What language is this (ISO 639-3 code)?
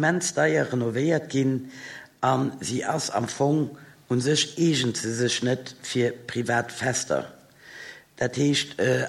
ltz